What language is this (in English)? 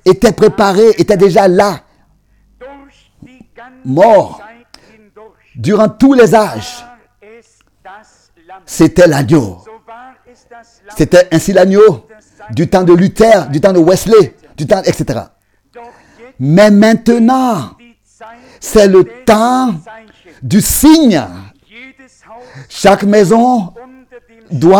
French